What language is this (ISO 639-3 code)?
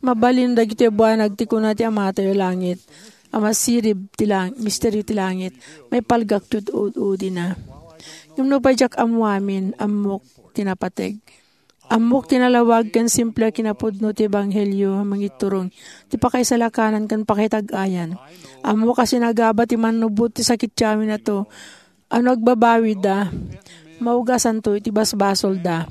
ilo